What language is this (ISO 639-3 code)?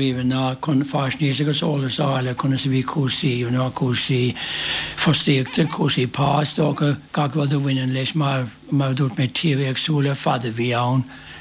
gle